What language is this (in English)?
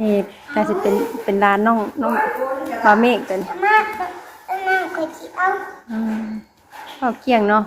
Northeastern Thai